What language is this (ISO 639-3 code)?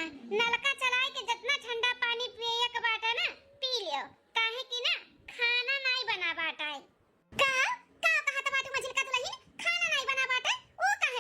awa